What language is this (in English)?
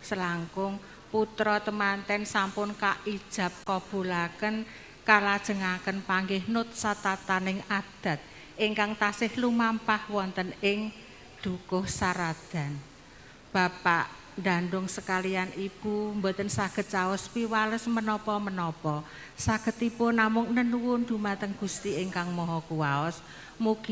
Javanese